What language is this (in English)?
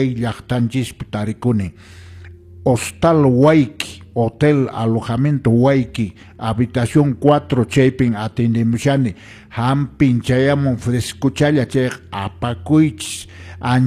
Quechua